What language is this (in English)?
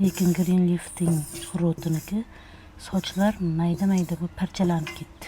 Uzbek